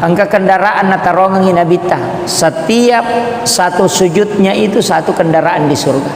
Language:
Buginese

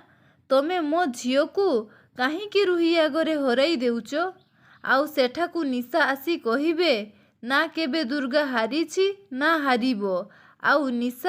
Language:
Odia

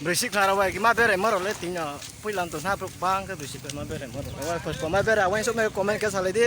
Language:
Riang (India)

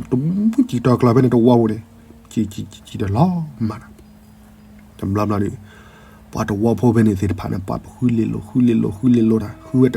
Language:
S'gaw Karen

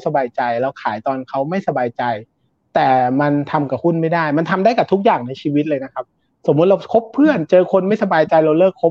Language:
Thai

